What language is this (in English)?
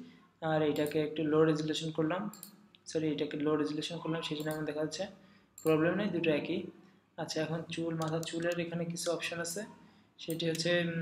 Bangla